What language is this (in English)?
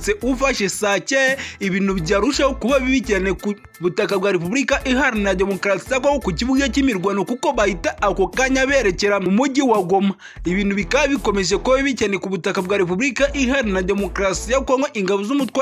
Kinyarwanda